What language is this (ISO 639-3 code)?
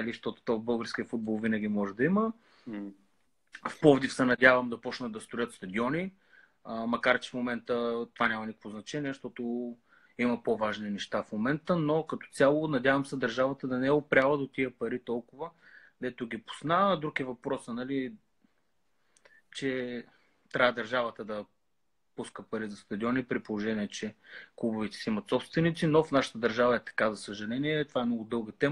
bul